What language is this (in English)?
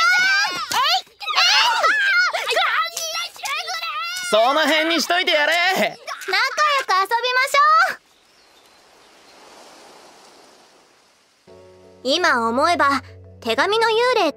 Japanese